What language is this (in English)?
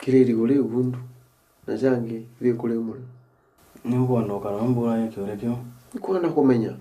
Meru